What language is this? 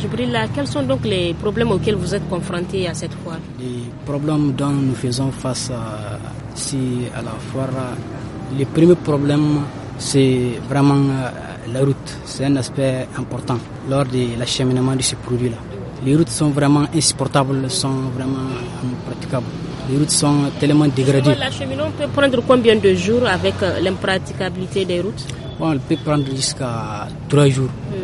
French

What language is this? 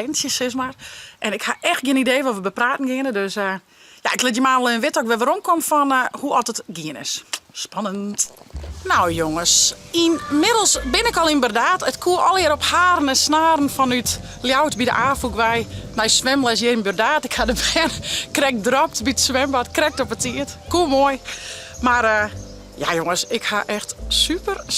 Western Frisian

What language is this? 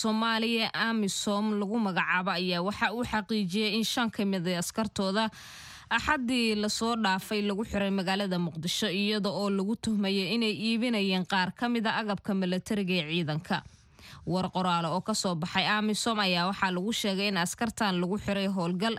Somali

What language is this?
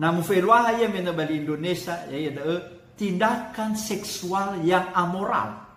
Nias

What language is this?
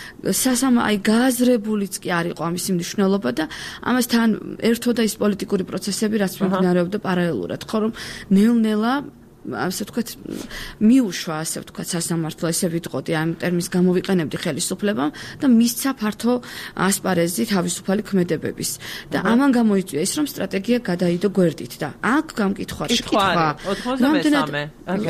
Georgian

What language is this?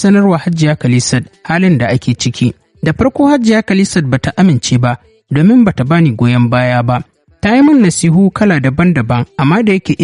Hausa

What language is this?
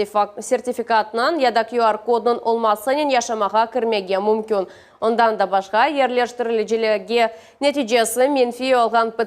Crimean Tatar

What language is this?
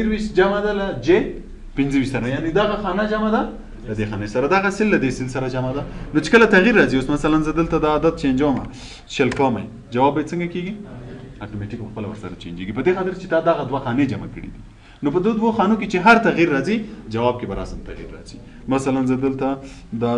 Pashto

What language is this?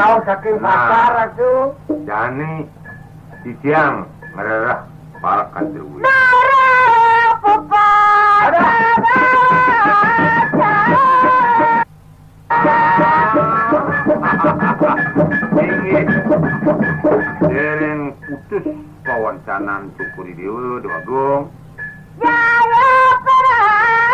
Balinese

